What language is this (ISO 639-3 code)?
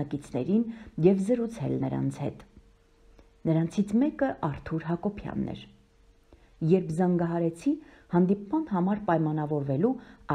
hye